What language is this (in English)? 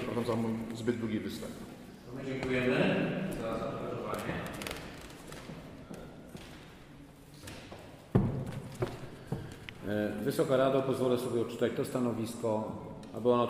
Polish